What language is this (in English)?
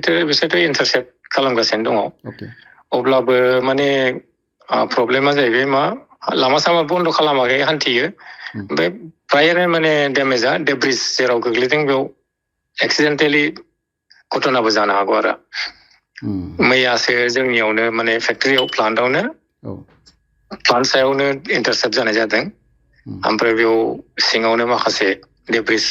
Bodo